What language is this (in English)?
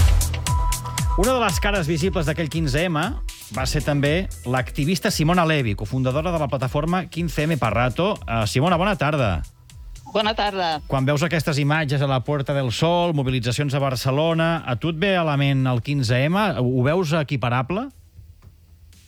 Catalan